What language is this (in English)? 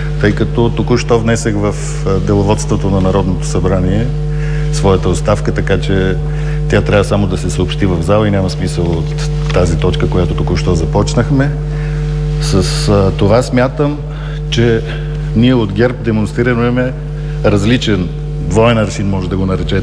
Bulgarian